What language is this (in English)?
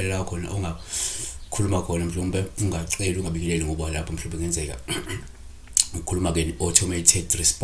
Zulu